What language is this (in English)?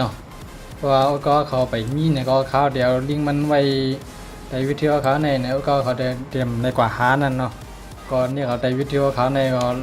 Shan